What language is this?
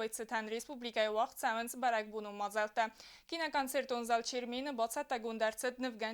Ossetic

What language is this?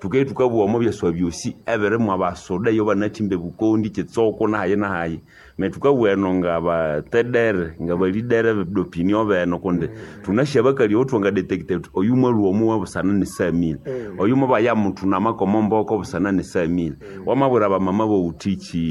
Nande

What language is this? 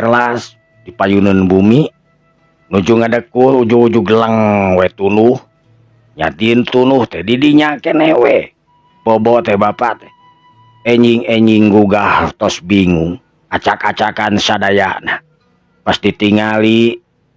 Sundanese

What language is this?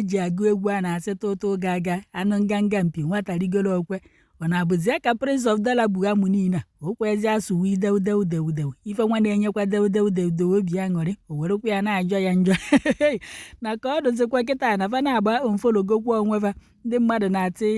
Igbo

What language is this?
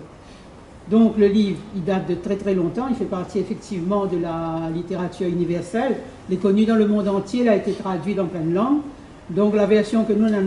Réunion Creole French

